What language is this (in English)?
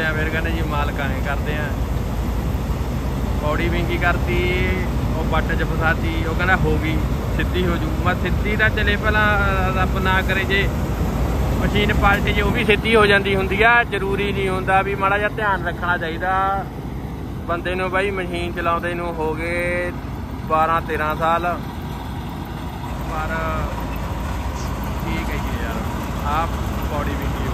Punjabi